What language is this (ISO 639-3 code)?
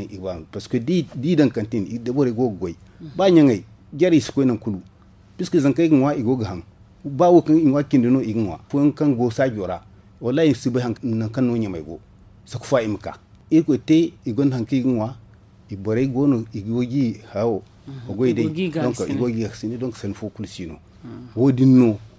dje